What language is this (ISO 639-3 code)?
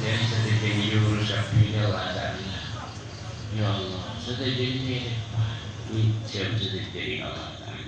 mad